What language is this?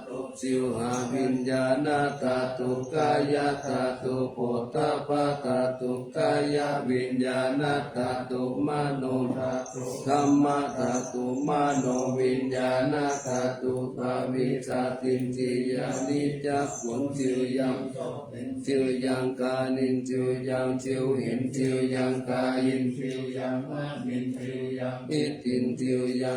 Pali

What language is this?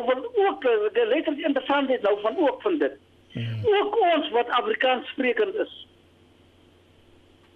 Afrikaans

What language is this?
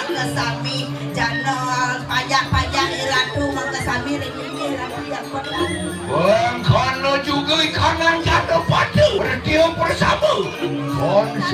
Balinese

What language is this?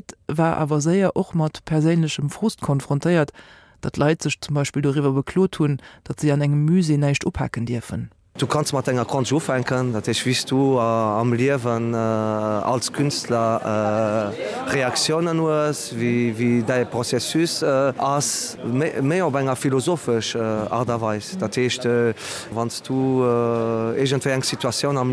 Luxembourgish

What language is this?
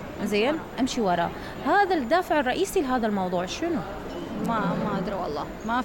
Mesopotamian Arabic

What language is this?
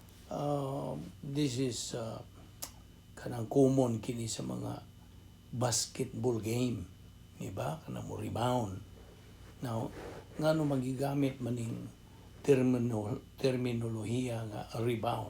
Cebuano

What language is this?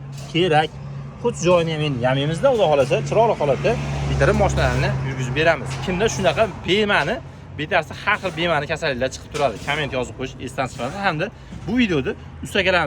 Uzbek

